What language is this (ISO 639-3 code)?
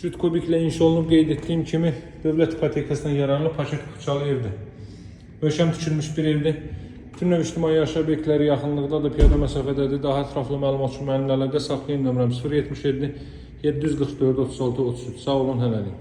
aze